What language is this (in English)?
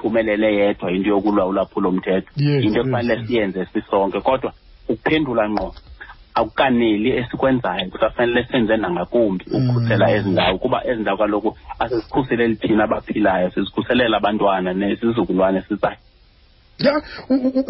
Xhosa